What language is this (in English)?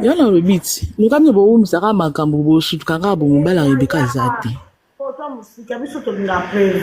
Lingala